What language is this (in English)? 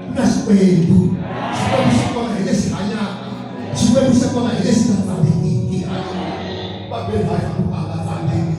Tsonga